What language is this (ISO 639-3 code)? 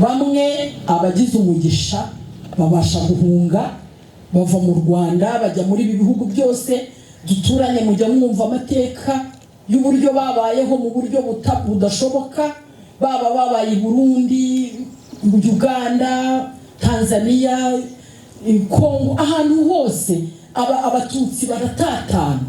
kin